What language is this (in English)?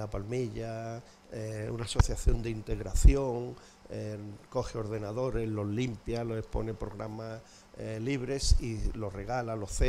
Spanish